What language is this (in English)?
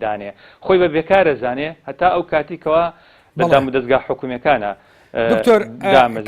Central Kurdish